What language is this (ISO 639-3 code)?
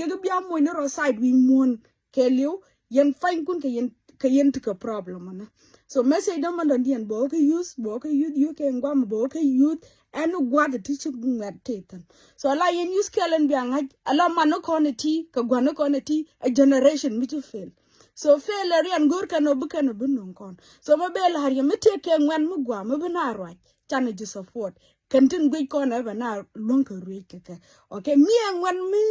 nus